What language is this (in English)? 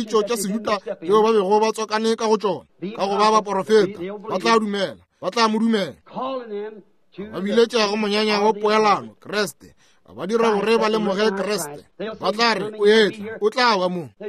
Northern Sotho